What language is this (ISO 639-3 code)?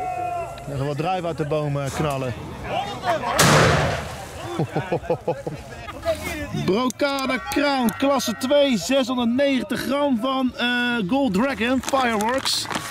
nld